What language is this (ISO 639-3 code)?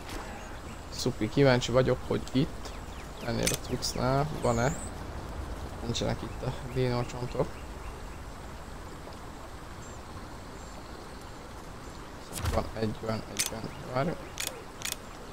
hun